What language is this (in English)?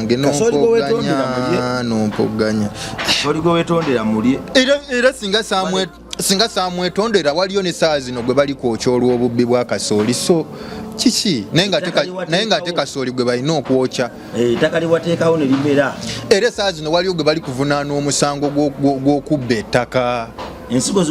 Ganda